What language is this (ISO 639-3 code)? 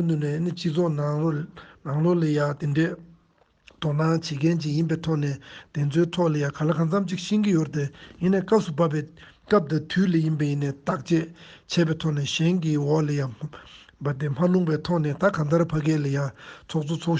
bod